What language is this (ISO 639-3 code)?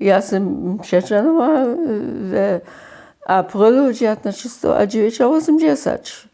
hsb